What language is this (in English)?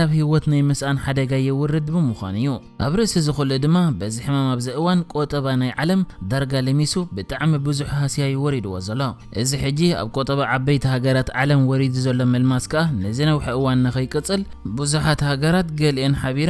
Tigrinya